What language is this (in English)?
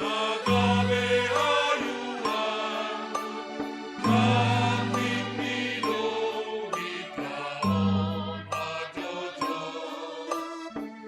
Batak Simalungun